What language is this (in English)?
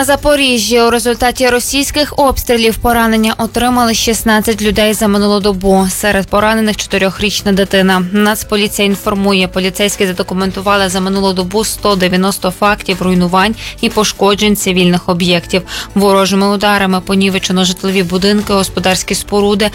Ukrainian